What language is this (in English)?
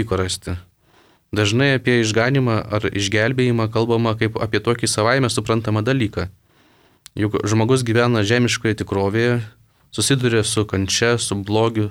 Lithuanian